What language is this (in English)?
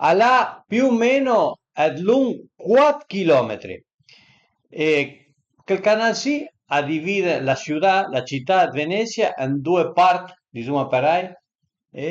Piedmontese